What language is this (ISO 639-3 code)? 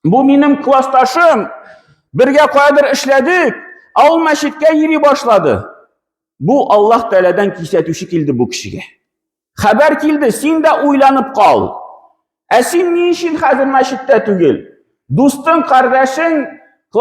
tat